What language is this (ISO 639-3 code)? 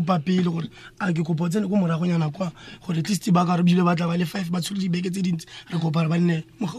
tsn